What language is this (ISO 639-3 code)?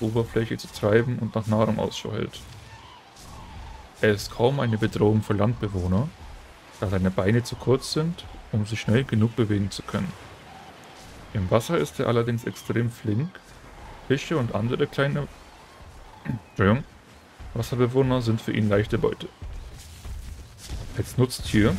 deu